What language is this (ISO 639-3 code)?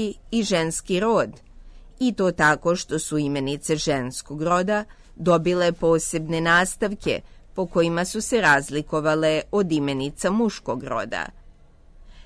srp